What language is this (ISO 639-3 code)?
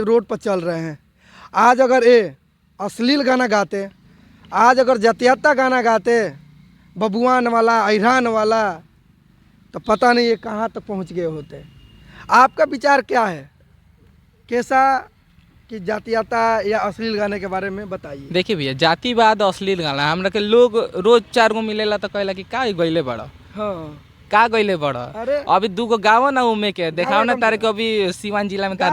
bho